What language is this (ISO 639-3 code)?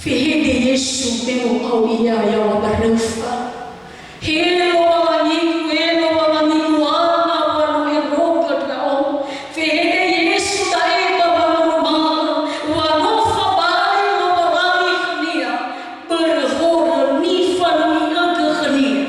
nia